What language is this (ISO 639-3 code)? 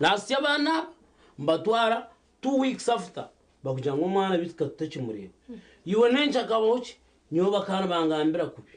nyn